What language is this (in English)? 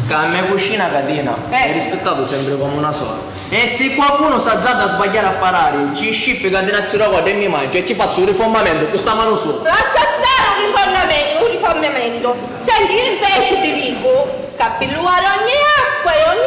Sicilian